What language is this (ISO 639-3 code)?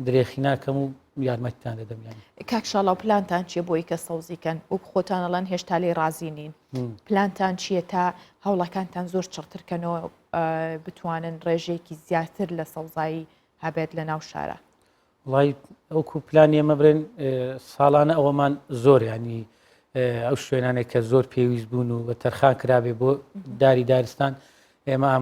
ckb